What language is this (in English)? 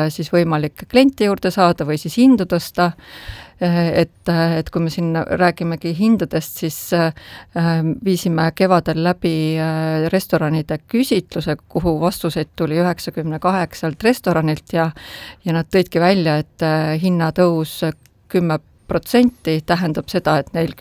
Estonian